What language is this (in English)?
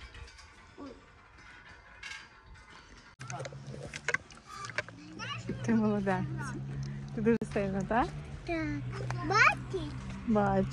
Ukrainian